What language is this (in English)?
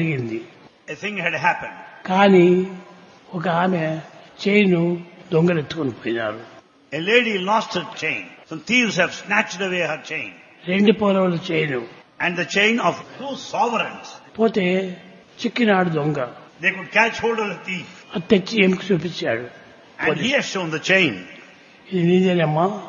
Telugu